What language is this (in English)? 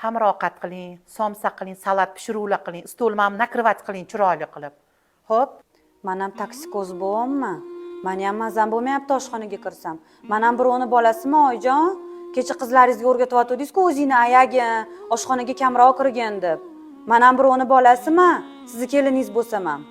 Uzbek